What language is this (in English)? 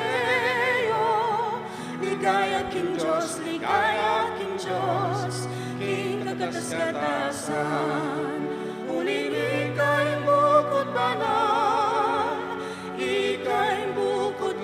Pampanga